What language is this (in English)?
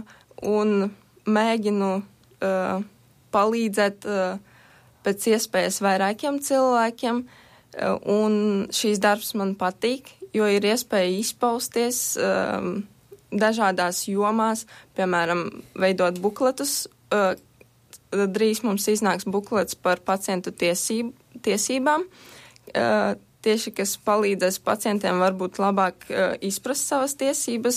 Latvian